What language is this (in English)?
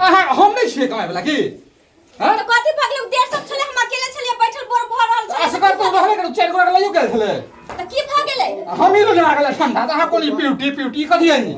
Maithili